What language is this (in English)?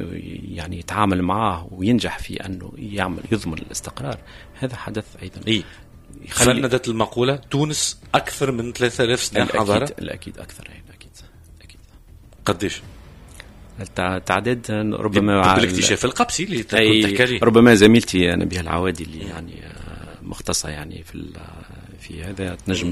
Tunisian Arabic